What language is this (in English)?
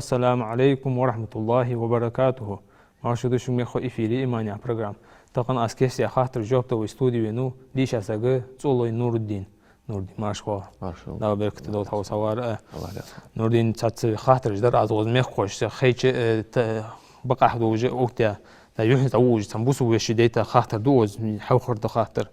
Ingush